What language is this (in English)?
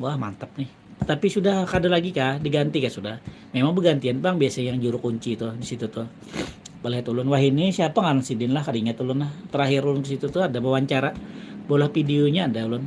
Banjar